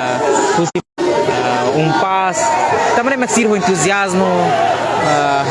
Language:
Tetum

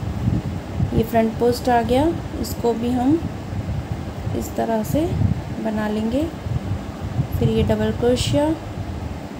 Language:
Hindi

